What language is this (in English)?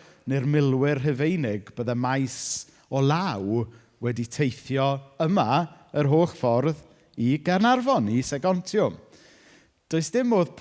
Welsh